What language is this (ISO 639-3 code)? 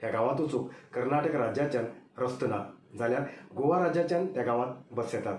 kok